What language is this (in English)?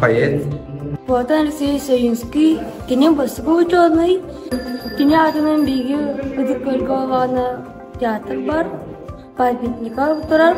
Yakut